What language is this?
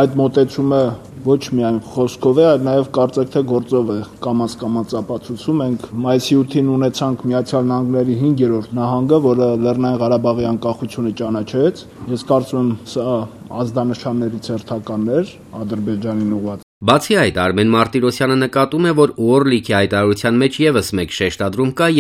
Armenian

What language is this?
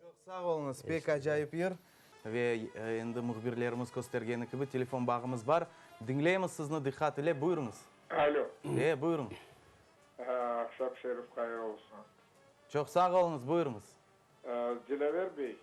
Crimean Tatar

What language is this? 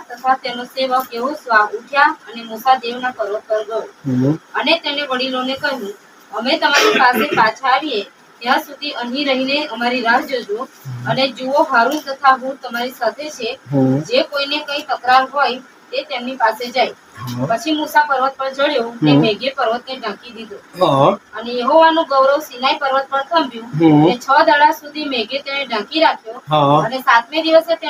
Gujarati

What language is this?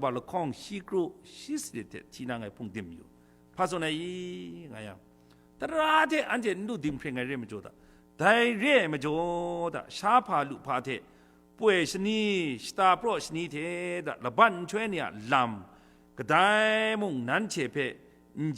Kachin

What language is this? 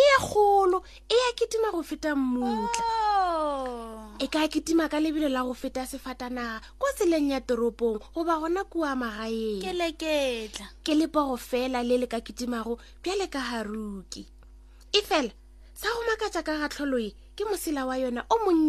Northern Sotho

